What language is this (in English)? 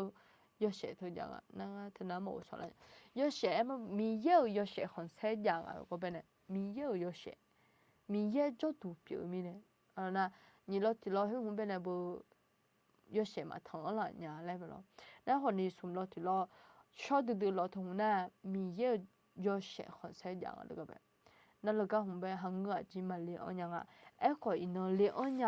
Akha